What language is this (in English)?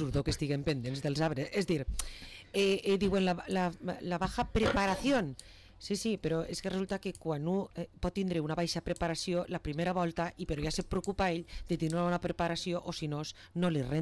Catalan